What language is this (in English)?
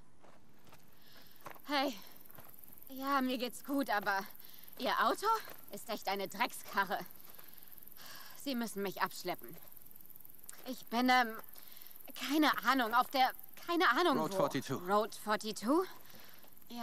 German